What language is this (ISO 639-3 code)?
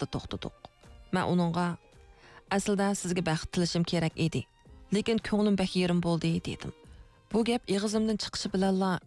uig